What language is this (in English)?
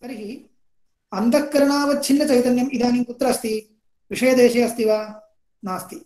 Sanskrit